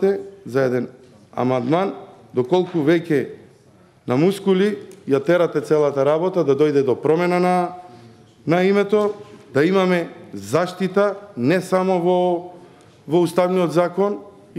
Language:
Macedonian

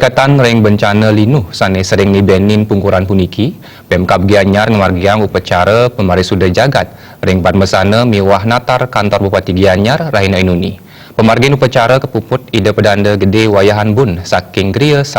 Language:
Balinese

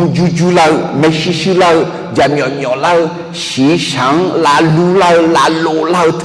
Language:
Akha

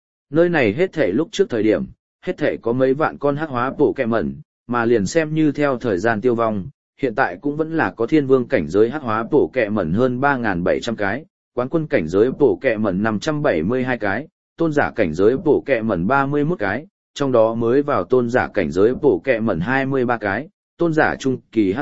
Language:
Vietnamese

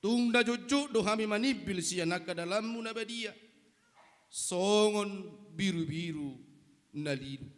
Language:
Batak Toba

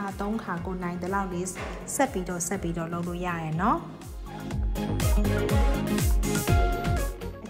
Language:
Burmese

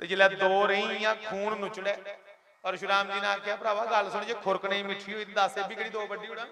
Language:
Dogri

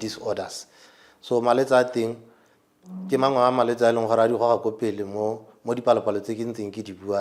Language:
Tswana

